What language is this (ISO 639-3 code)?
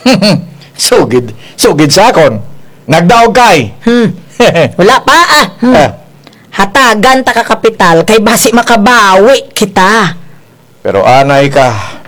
krj